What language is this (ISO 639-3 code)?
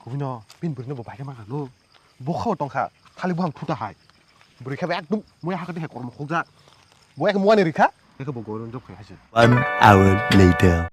trp